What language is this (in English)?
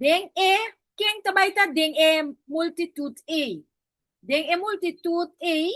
Papiamento